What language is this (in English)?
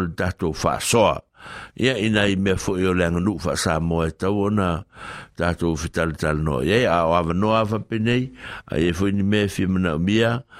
Samoan